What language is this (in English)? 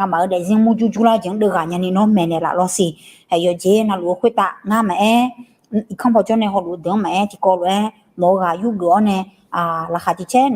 Akha